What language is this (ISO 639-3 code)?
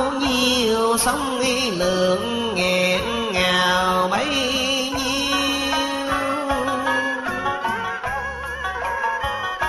vie